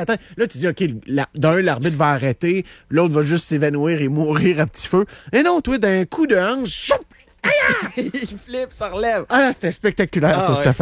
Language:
French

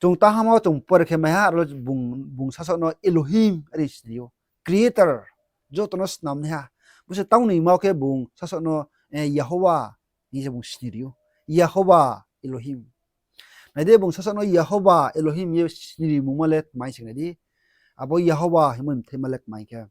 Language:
Riang (India)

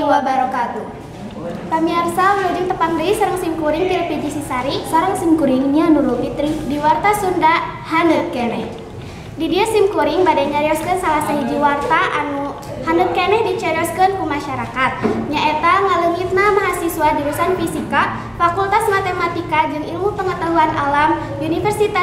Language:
Sundanese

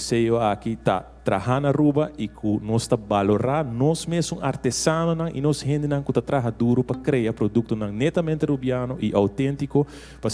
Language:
Papiamento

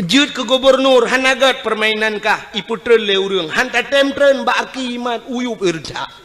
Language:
Achinese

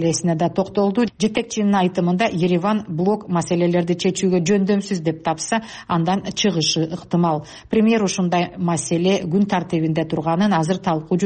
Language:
Kyrgyz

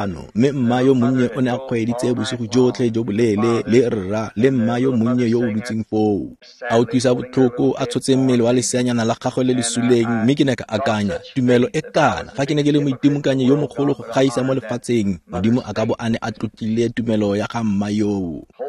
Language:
Tswana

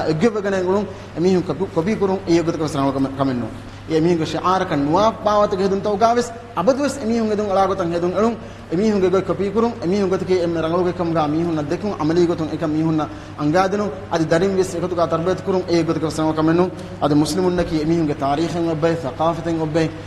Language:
Divehi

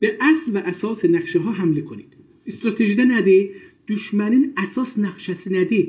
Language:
South Azerbaijani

